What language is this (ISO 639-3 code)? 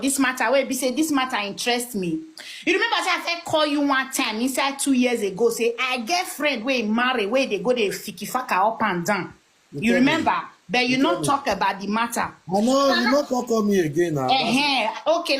pcm